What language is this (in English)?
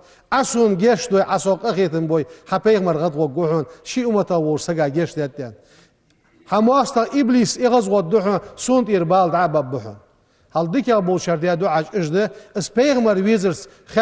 Ingush